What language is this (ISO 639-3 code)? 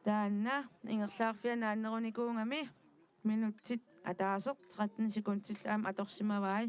kal